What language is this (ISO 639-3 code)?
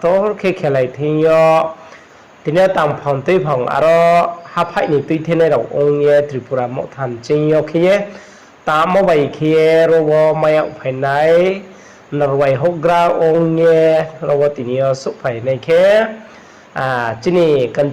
ria